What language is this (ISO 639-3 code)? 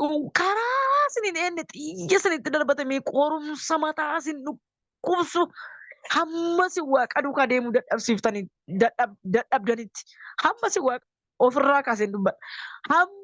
orm